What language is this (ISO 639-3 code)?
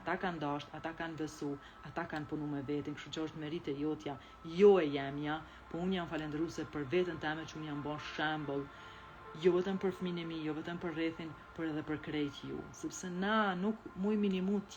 sqi